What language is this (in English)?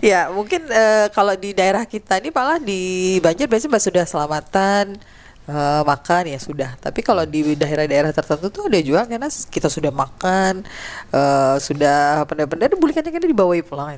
Banjar